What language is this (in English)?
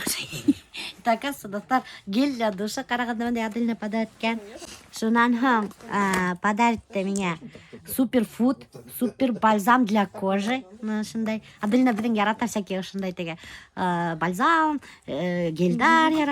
Bashkir